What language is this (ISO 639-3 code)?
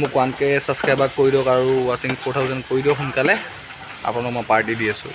asm